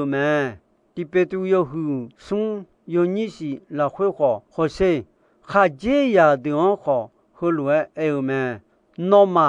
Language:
Akha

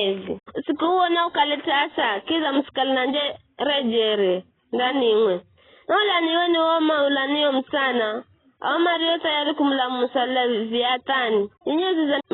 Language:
Giryama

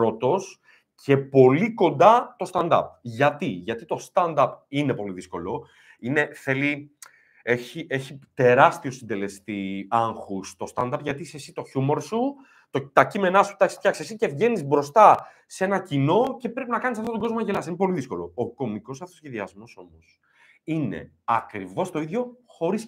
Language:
Greek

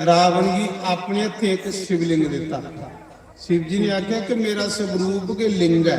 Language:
Dogri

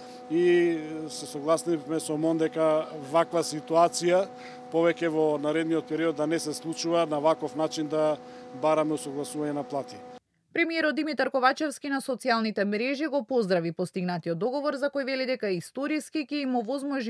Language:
Macedonian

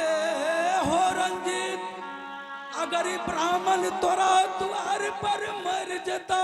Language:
Angika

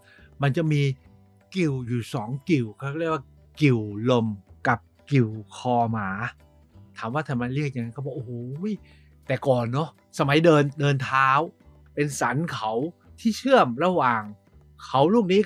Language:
Thai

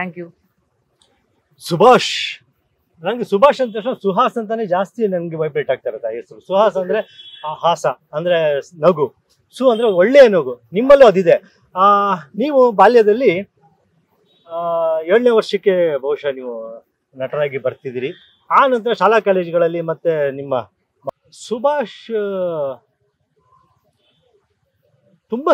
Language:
Kannada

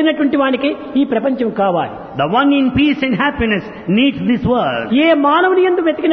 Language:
Telugu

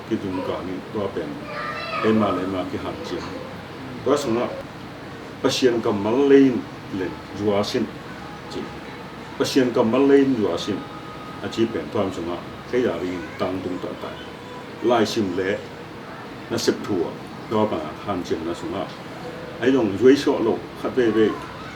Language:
Tedim Chin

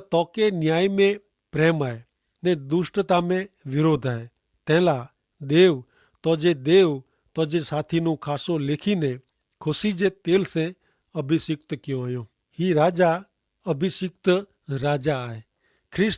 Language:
Kachhi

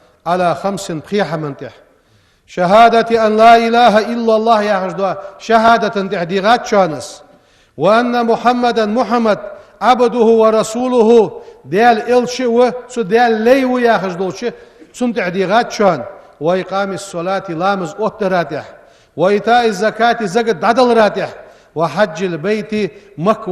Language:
Ingush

